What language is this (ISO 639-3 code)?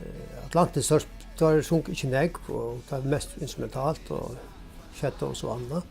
fao